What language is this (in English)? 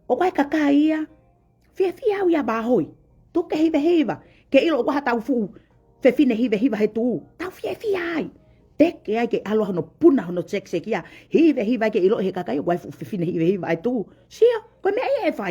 Tongan